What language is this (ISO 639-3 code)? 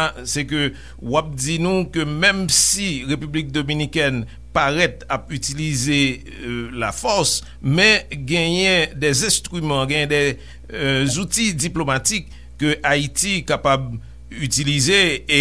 hat